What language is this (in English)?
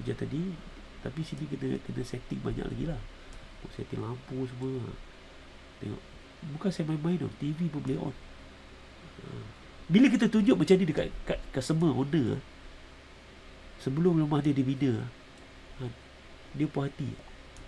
Malay